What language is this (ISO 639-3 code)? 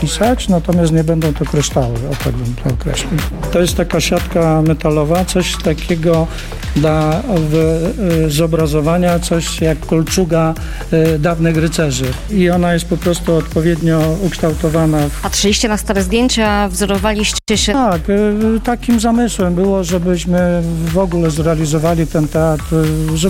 pol